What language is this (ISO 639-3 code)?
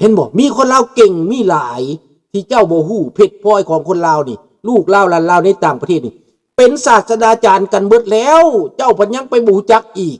lao